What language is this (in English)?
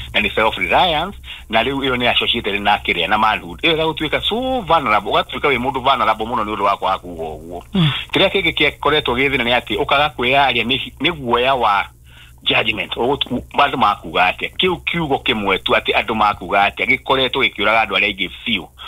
Kikuyu